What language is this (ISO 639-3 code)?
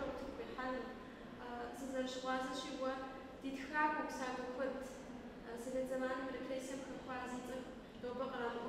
kbd